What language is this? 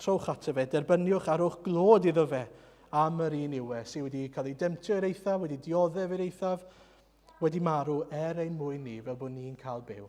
Welsh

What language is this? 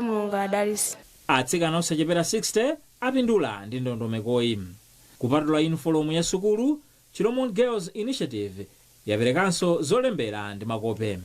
Nyanja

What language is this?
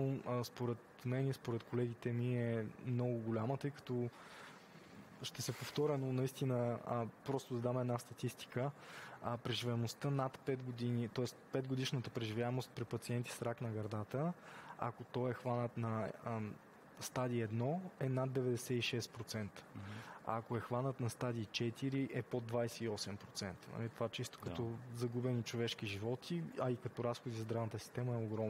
Bulgarian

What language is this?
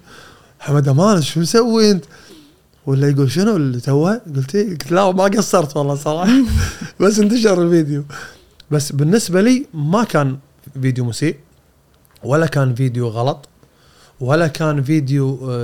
Gulf Arabic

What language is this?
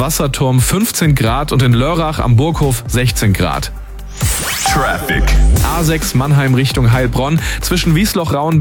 German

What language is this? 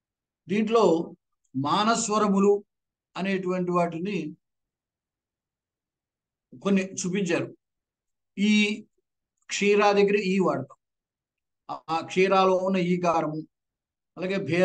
Telugu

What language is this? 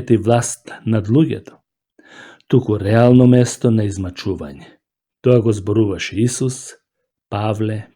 Macedonian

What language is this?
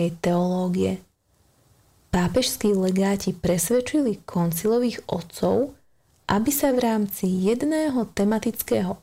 Slovak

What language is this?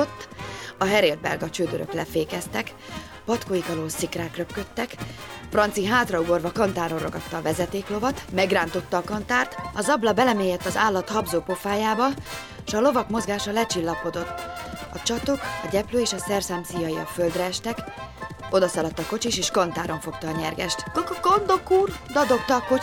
Hungarian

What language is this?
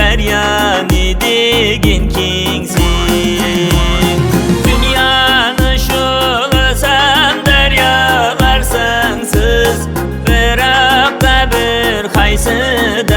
Kara-Kalpak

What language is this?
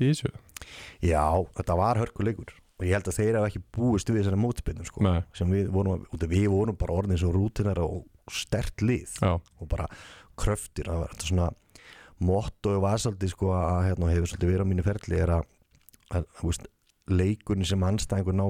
Icelandic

